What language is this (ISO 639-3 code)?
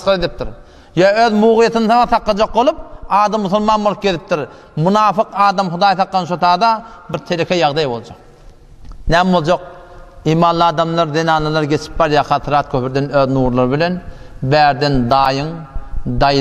tuk